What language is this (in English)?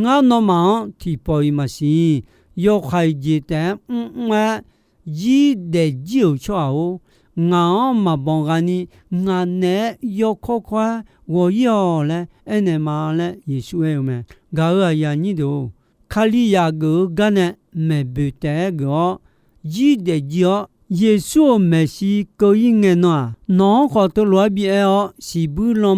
Akha